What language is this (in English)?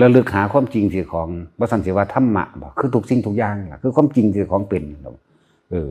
Northeastern Thai